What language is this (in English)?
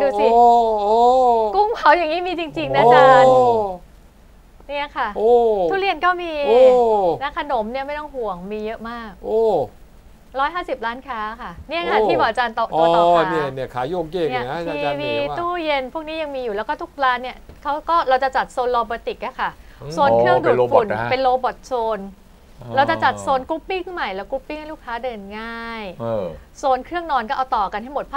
Thai